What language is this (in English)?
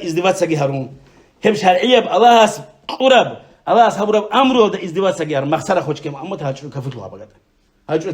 Avaric